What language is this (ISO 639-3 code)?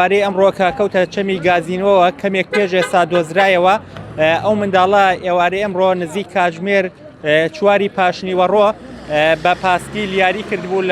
ckb